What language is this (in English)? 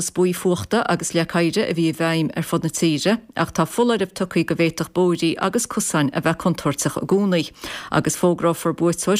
Irish